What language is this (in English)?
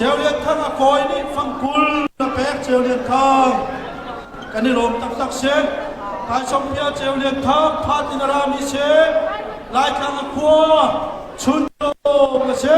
Hakha Chin